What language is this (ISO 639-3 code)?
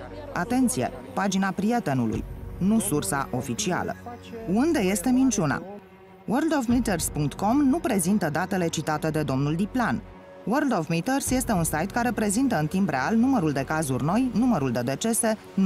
ron